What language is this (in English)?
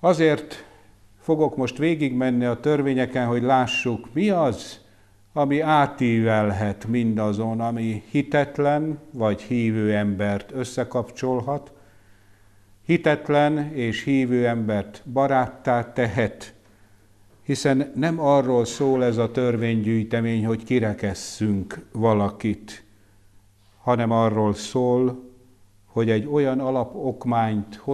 Hungarian